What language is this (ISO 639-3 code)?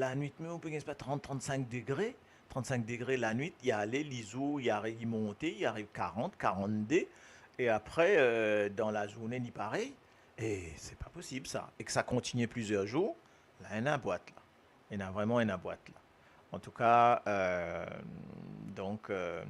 mfe